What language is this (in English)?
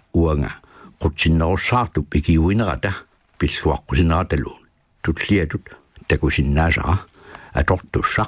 Kalaallisut